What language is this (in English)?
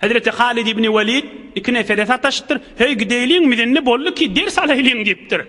Turkmen